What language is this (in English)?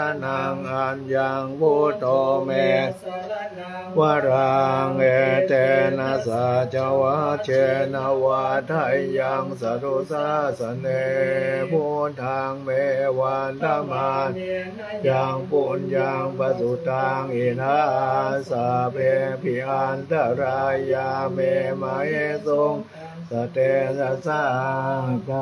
Pali